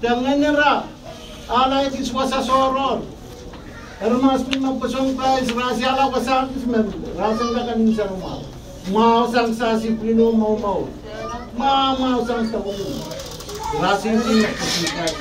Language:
Pohnpeian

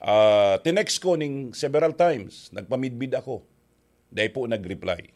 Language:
Bikol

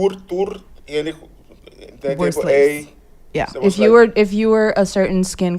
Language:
Papiamento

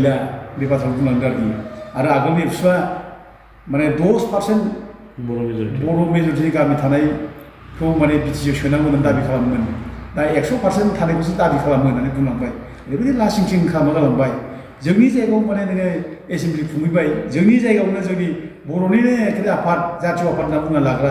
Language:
Bodo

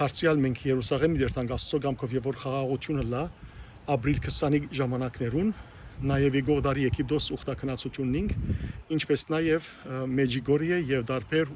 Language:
Western Armenian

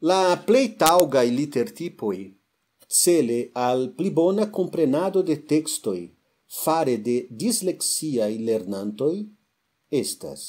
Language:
Esperanto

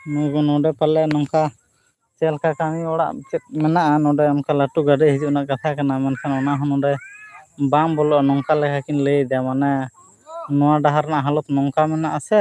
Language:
Santali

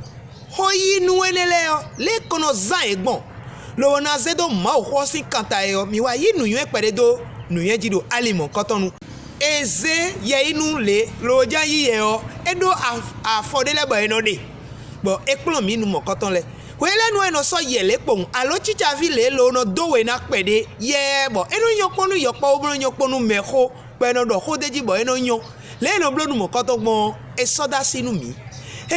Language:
Fon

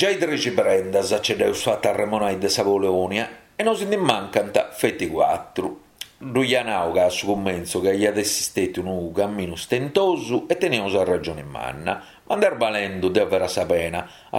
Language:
Sardinian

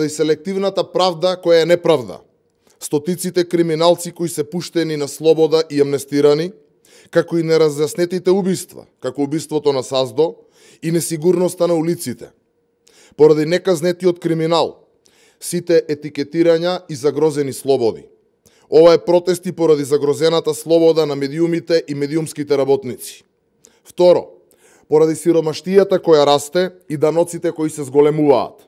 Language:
Macedonian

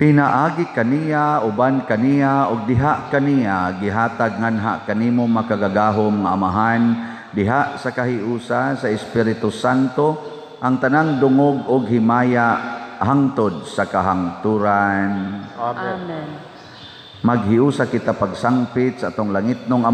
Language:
Cebuano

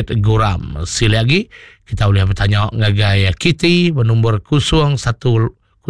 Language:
Iban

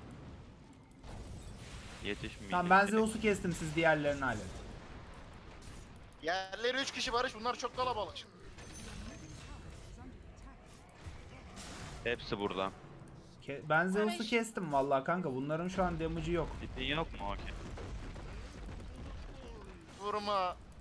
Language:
Turkish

